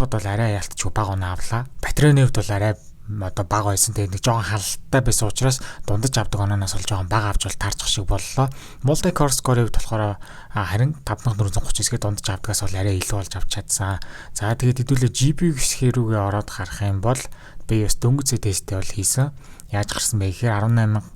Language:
Mongolian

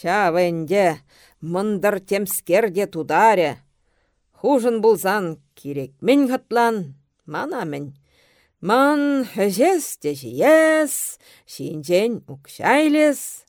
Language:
Chuvash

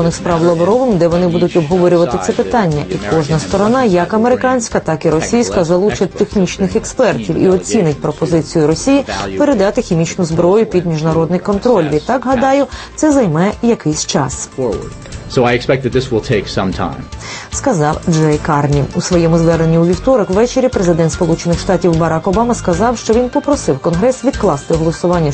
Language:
Ukrainian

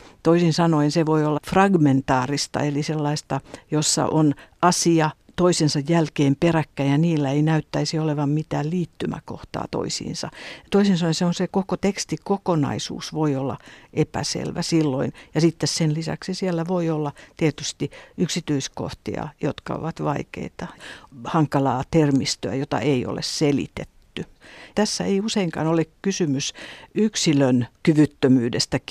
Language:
Finnish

